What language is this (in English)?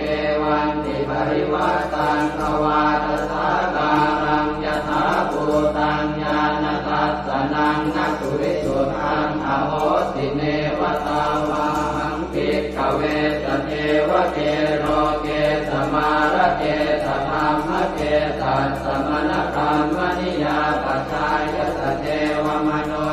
Pali